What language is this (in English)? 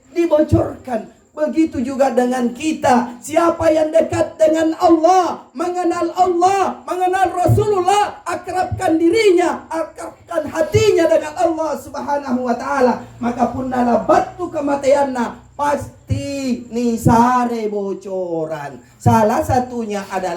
Makasar